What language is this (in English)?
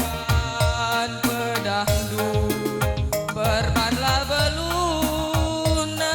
Batak Karo